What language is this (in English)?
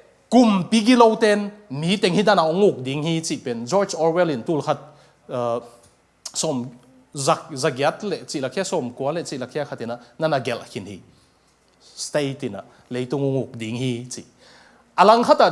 Tedim Chin